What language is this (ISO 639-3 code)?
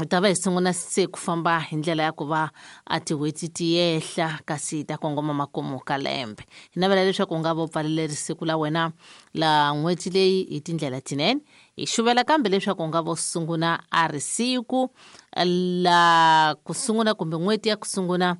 tso